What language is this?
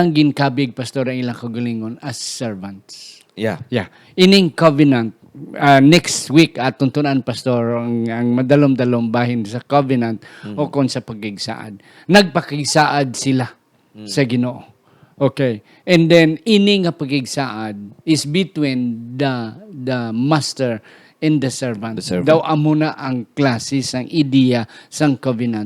Hiligaynon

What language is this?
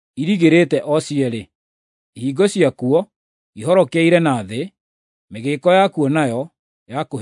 Kikuyu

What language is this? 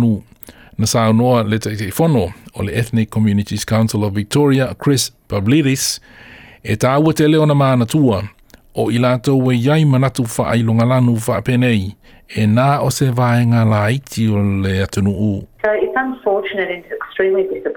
Samoan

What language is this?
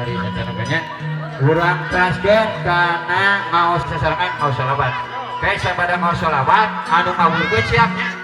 Sundanese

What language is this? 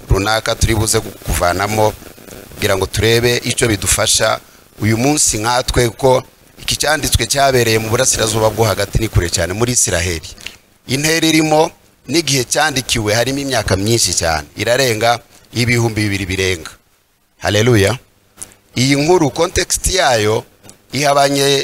Kinyarwanda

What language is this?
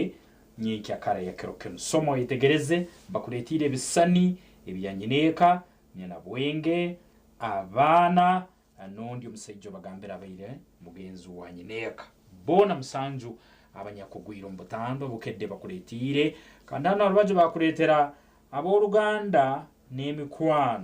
Nyankole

